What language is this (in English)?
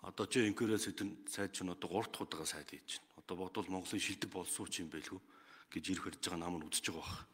Mongolian